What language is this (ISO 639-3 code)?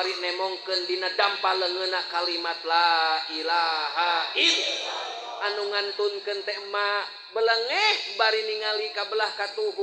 sun